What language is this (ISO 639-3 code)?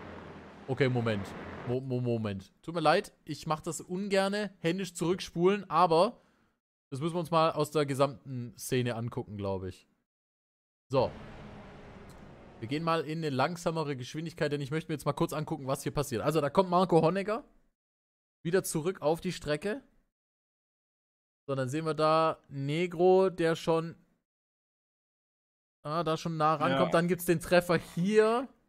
deu